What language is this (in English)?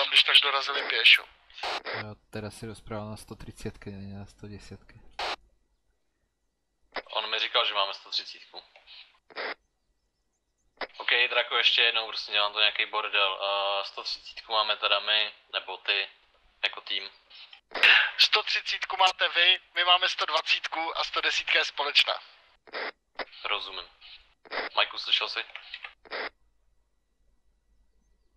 Czech